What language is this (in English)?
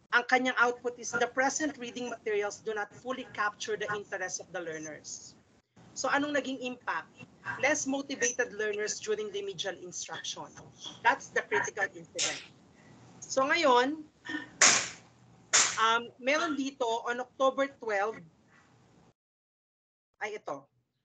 Filipino